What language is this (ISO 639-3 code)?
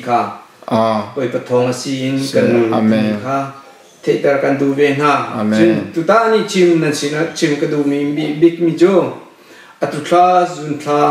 cnh